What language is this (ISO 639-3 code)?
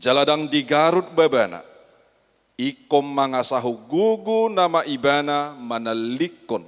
bbc